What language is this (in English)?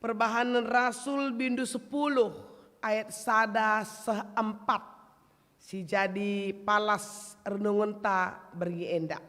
Batak Karo